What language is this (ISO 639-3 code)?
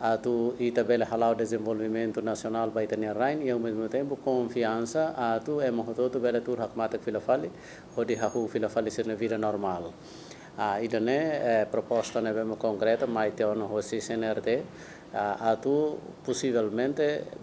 tet